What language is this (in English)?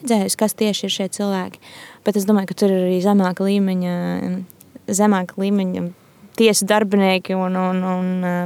Latvian